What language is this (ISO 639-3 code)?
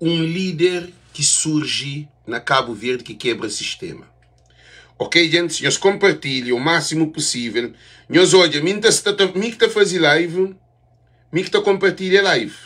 kea